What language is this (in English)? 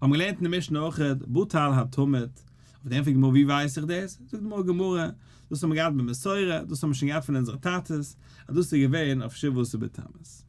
Yiddish